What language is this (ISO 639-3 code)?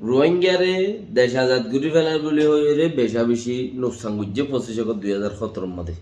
rhg